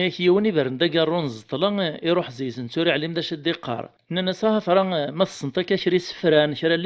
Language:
Kabyle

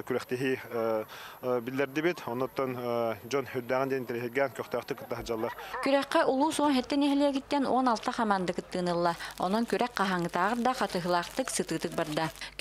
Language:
Yakut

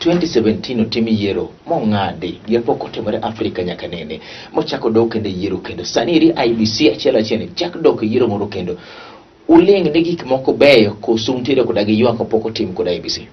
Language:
Luo (Kenya and Tanzania)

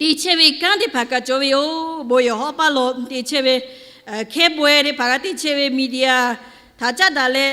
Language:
Lahu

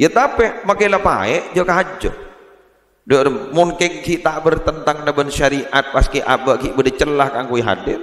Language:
Madurese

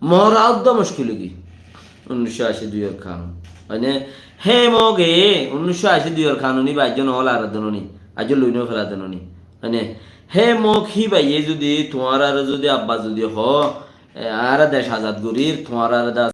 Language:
Rohingya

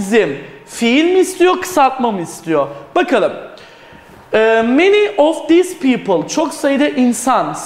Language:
Turkish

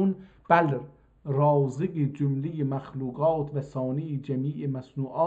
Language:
South Azerbaijani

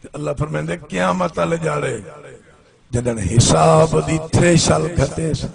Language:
Saraiki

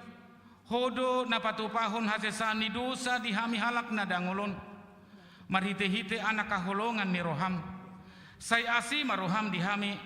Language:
Batak Toba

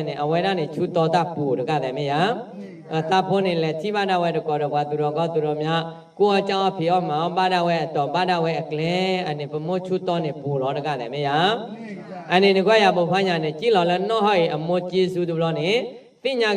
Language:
S'gaw Karen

